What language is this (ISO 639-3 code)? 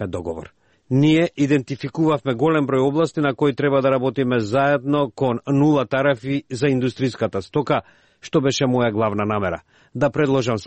mkd